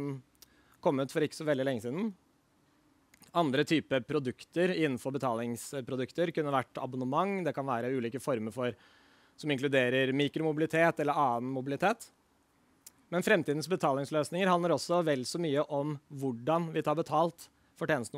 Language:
Norwegian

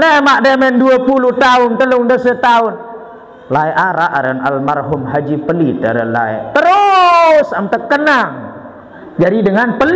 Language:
Sasak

